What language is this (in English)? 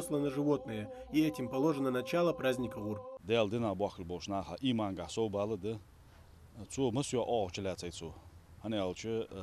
Ingush